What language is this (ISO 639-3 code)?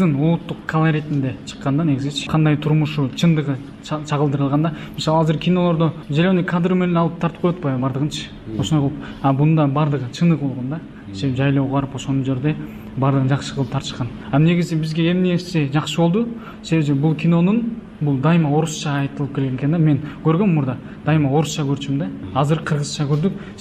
kir